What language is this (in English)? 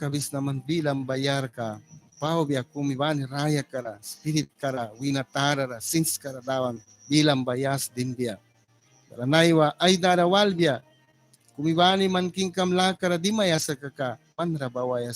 Mískito